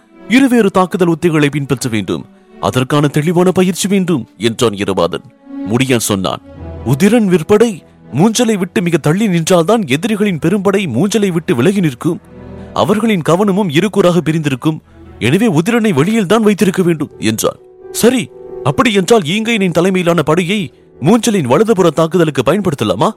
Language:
Tamil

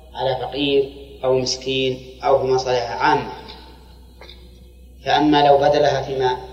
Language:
Arabic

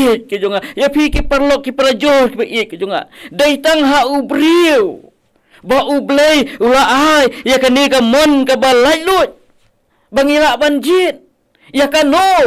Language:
Khasi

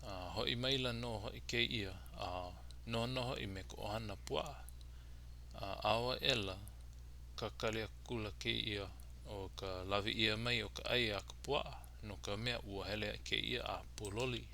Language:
Hawaiian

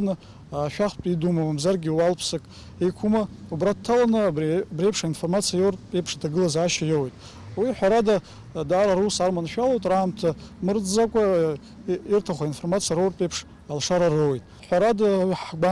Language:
Abkhazian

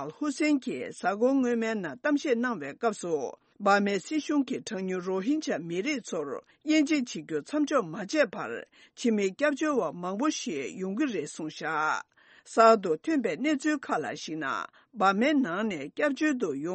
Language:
Tibetan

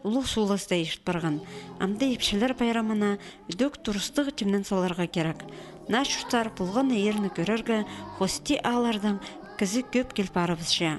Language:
Khakas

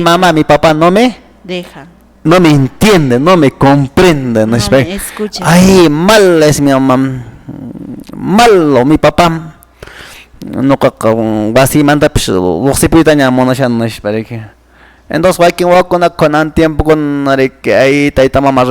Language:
Quechua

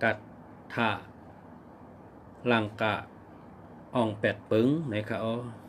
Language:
Shan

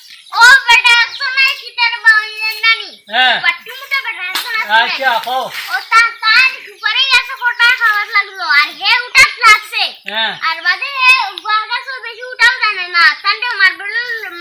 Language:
Sylheti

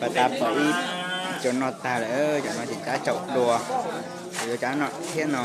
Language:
Hmong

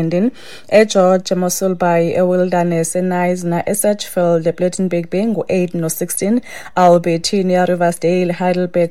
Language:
Xhosa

